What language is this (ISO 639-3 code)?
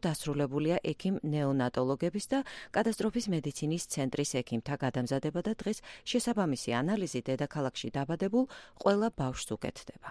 kat